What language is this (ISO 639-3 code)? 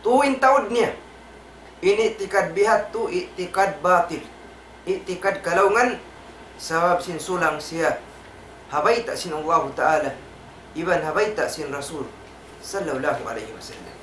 tsg